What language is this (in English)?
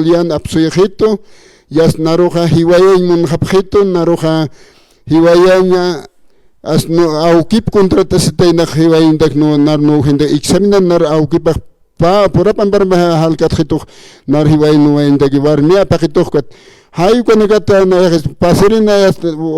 Aymara